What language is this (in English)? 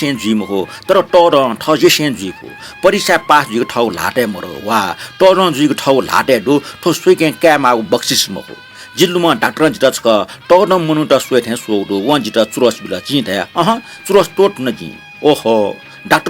Newari